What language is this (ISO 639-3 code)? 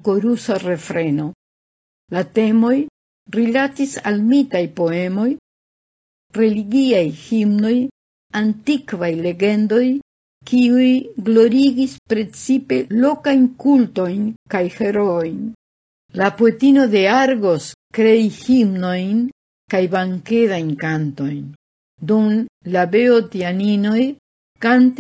epo